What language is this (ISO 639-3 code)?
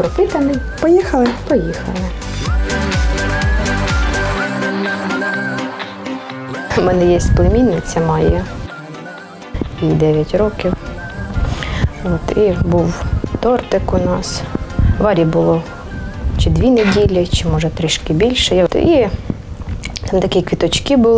ukr